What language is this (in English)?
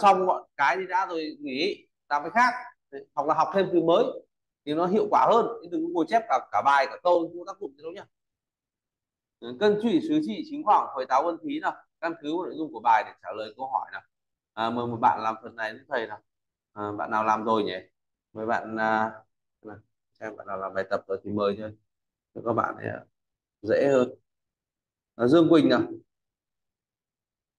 Vietnamese